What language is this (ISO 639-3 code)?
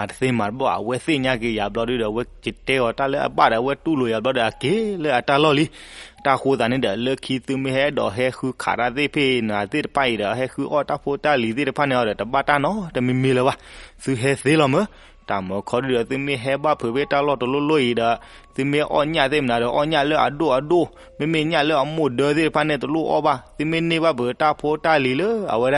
ksw